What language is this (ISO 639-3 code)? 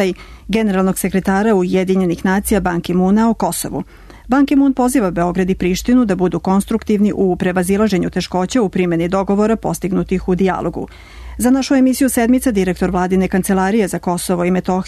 srp